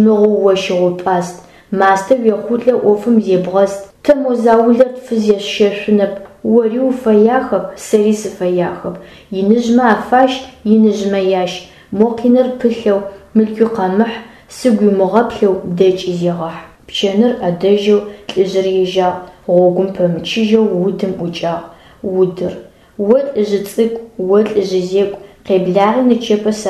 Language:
Adyghe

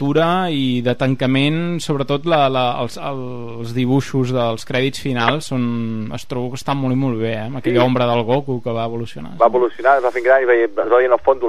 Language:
Catalan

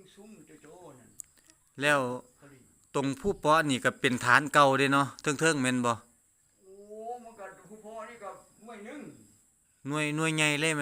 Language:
Northeastern Thai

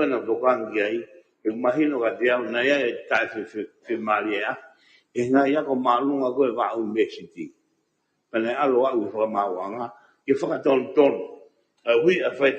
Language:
Tongan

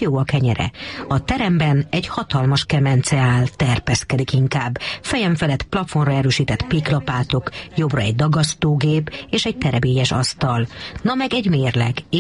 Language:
Hungarian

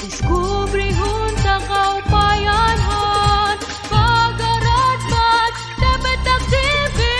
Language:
Waray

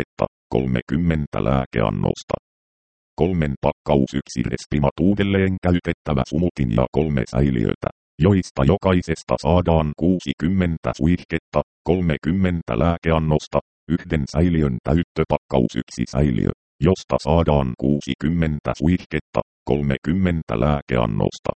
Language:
Finnish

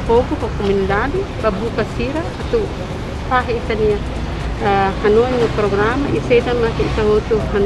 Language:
Tetum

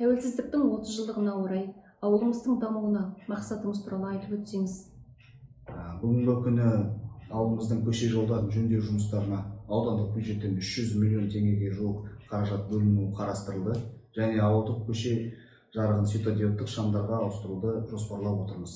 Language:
Kazakh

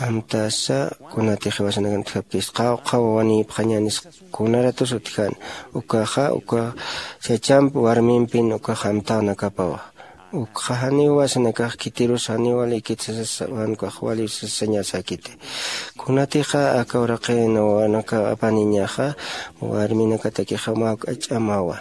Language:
Aymara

